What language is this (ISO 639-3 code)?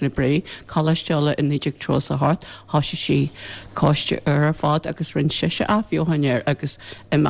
gle